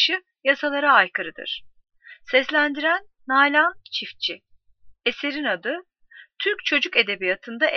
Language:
Turkish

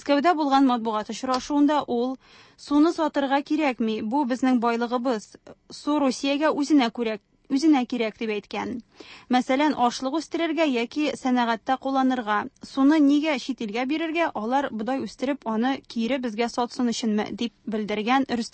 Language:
Tatar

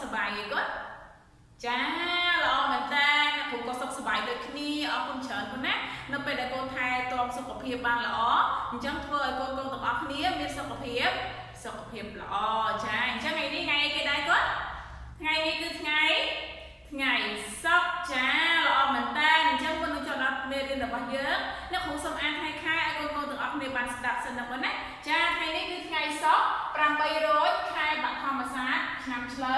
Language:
Khmer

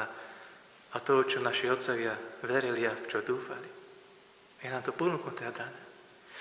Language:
Slovak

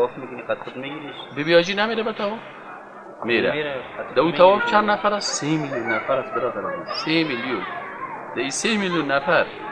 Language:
Persian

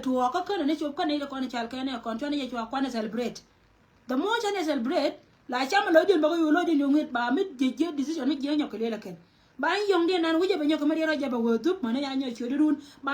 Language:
Nuer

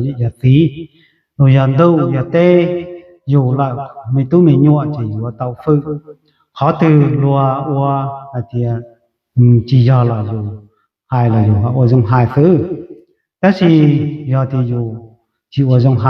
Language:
Hmong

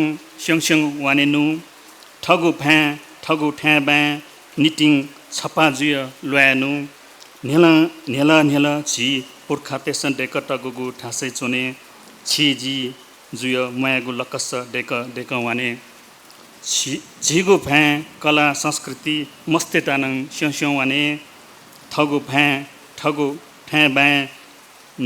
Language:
Newari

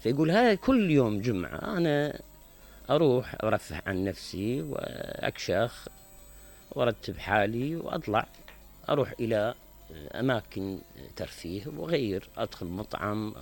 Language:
Mesopotamian Arabic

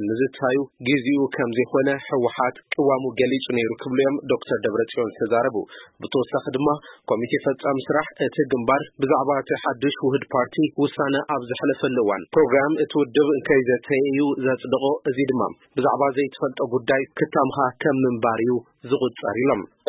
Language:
Tigrinya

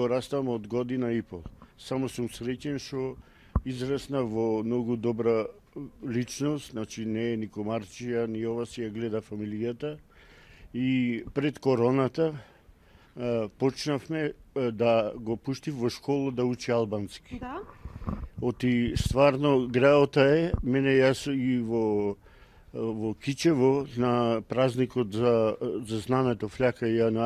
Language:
Macedonian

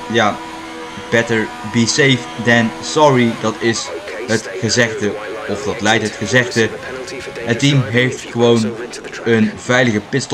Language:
Dutch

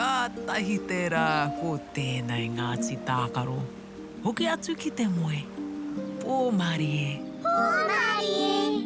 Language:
Māori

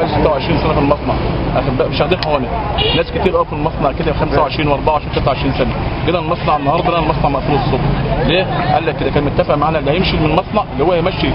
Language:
Egyptian Arabic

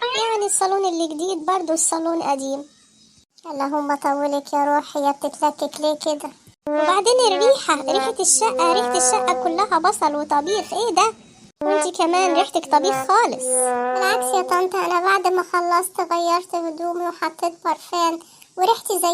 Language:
Egyptian Arabic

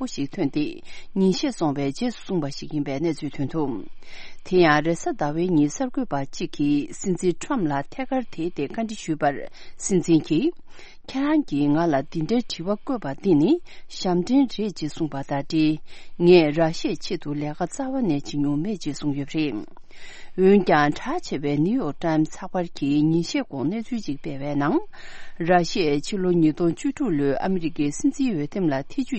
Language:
Tibetan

